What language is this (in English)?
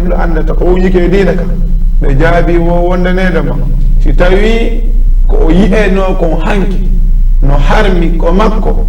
Fula